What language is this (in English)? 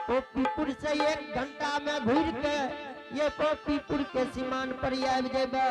Angika